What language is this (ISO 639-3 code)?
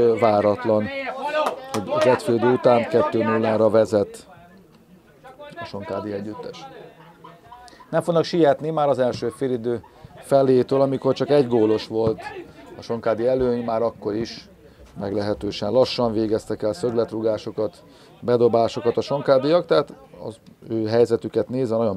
hun